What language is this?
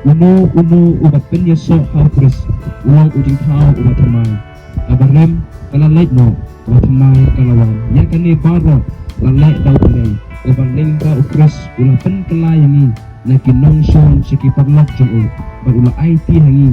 Khasi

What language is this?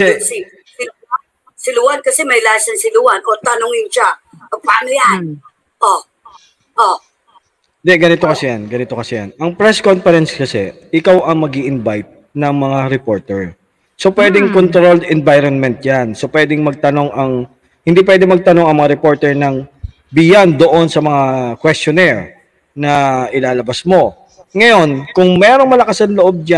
Filipino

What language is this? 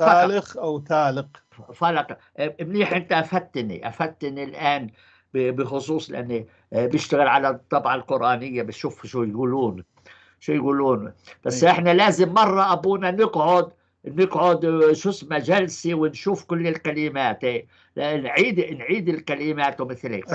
North Levantine Arabic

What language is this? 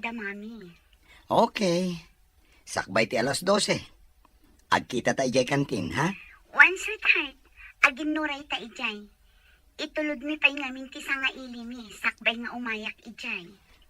Iloko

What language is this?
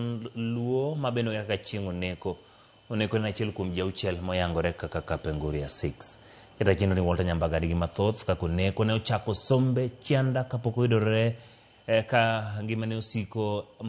Luo (Kenya and Tanzania)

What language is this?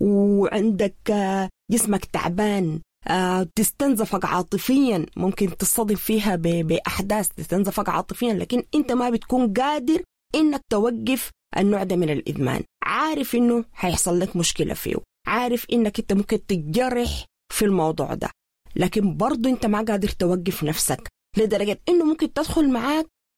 Sudanese Arabic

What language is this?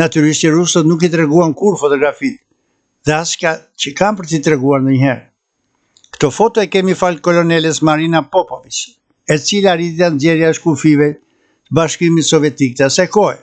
Albanian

